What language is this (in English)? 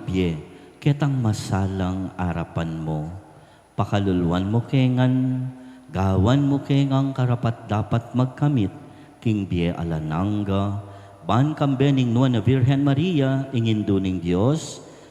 Pampanga